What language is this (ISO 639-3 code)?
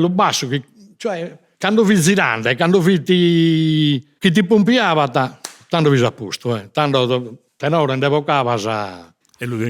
srd